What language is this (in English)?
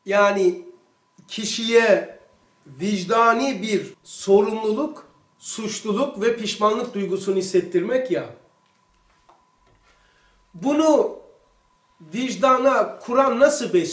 Turkish